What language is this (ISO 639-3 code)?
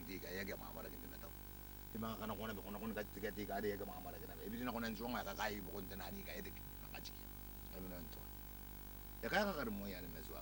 gil